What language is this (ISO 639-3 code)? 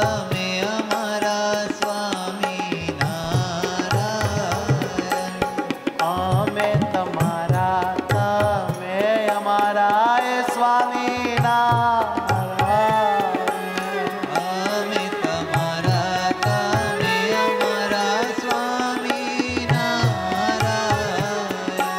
guj